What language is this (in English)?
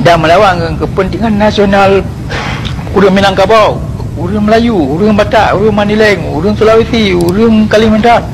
Achinese